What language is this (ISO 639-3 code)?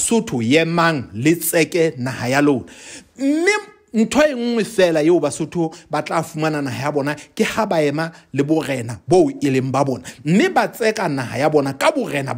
sot